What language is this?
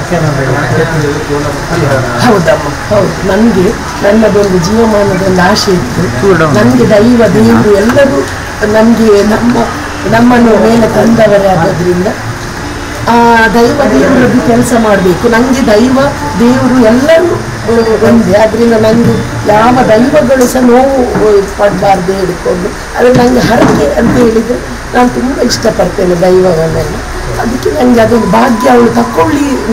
Kannada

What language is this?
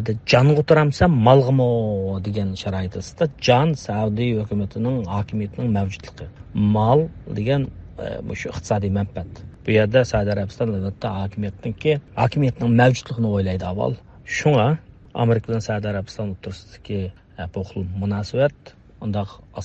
Uyghur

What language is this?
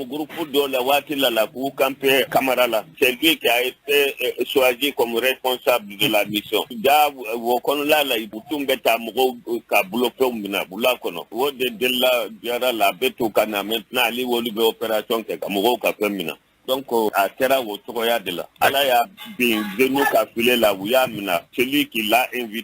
Bambara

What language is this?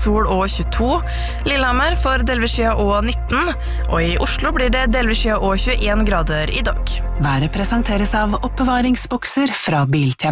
Norwegian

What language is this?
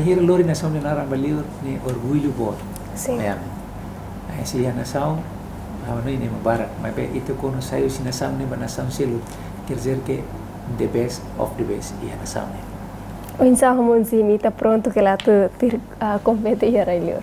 Tetum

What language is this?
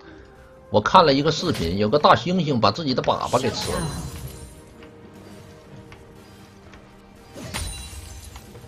Chinese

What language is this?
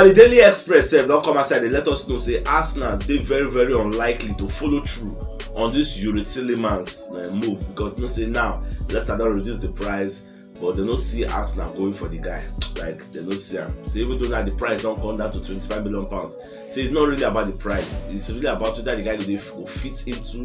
Nigerian Pidgin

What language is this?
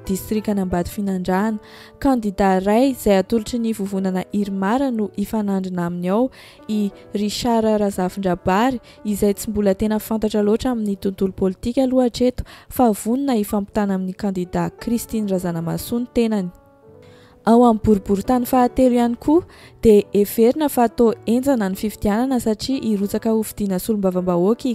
Malagasy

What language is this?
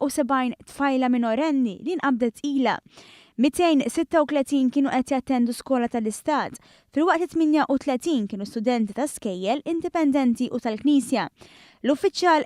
Maltese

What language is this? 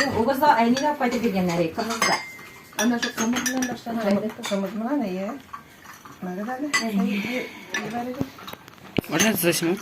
Bashkir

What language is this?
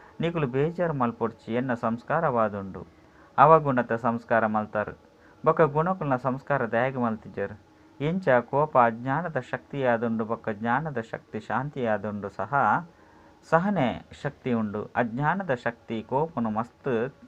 Tulu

